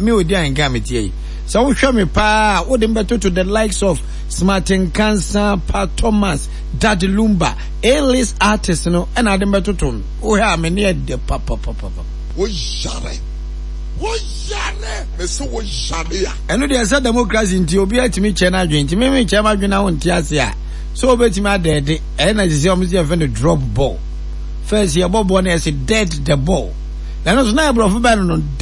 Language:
Akan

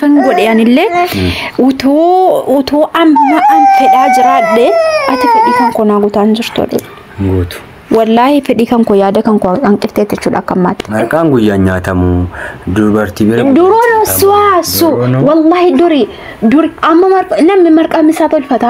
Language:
Oromo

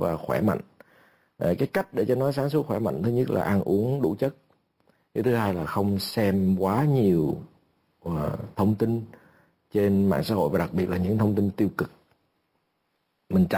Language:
Vietnamese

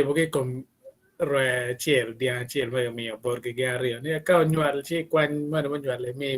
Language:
Acoli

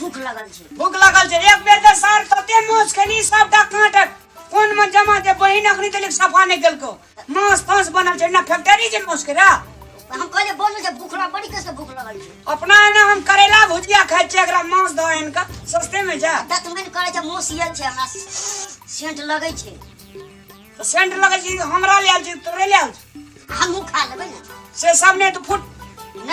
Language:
Maithili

